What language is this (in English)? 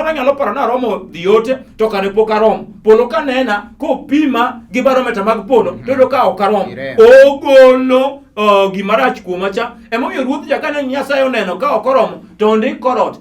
Luo (Kenya and Tanzania)